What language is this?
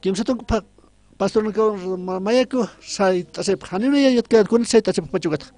Aymara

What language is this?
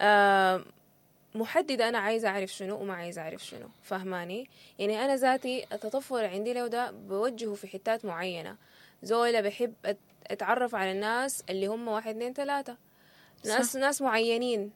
Sudanese Arabic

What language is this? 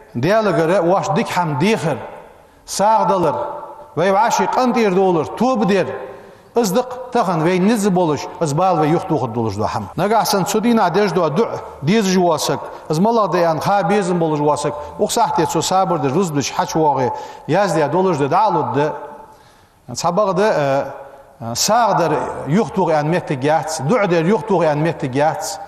Ingush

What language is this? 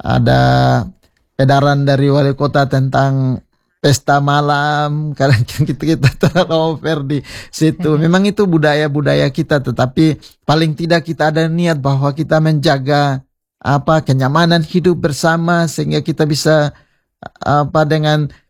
Indonesian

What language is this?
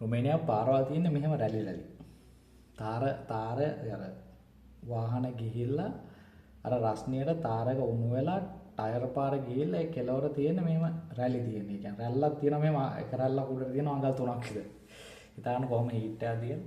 Sinhala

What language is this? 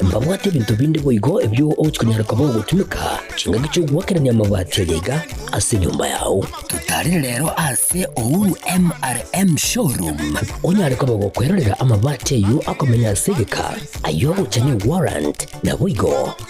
Gusii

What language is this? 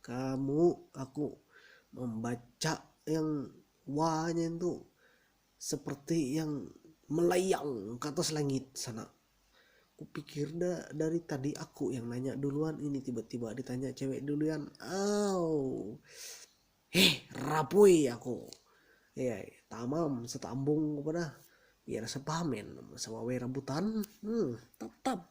Ma'anyan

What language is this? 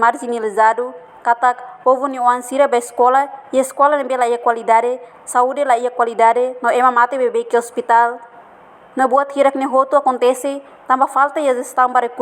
Tetum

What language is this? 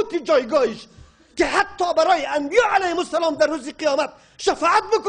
Persian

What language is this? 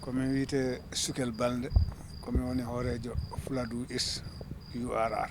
Fula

